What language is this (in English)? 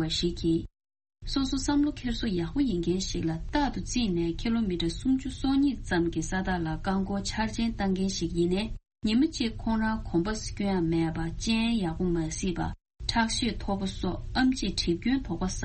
Tibetan